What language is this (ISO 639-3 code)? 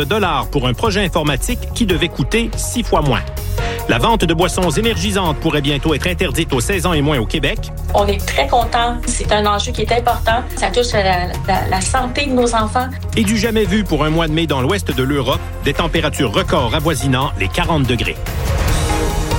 fra